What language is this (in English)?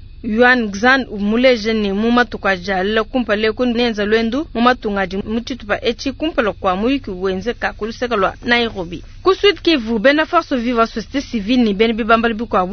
Luba-Lulua